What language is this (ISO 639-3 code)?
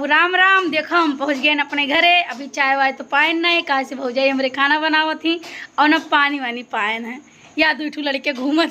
awa